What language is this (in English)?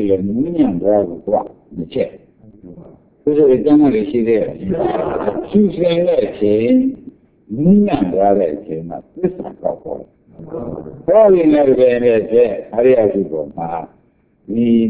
Burmese